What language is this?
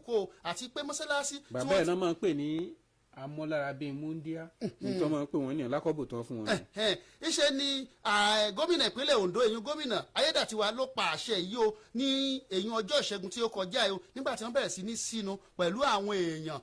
Yoruba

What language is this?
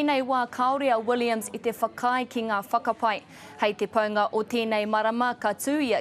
Māori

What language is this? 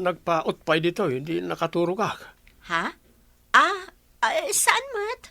Iloko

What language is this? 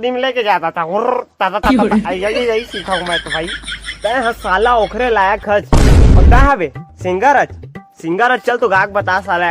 Chhattisgarhi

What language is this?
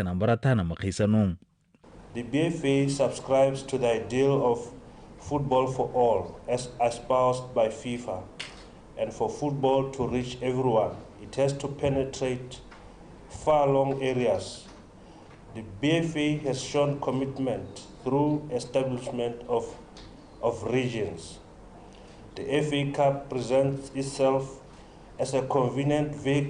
Tswana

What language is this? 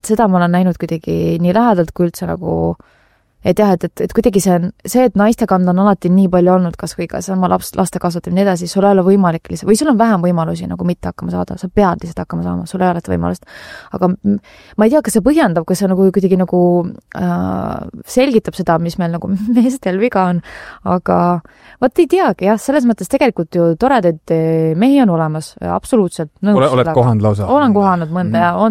Estonian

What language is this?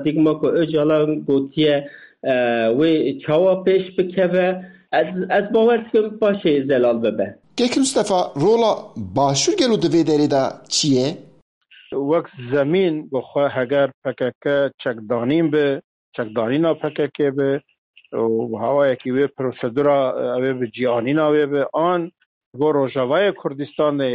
Kurdish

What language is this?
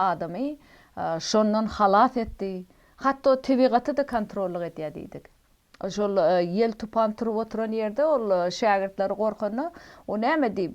Turkmen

